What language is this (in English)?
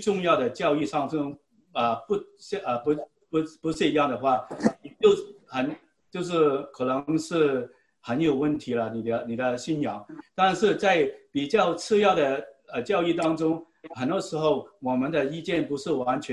Chinese